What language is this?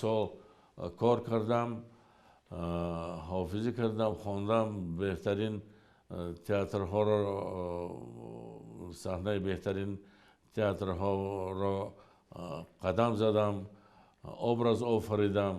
Tajik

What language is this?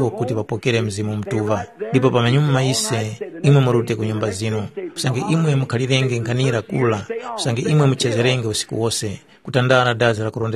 Tumbuka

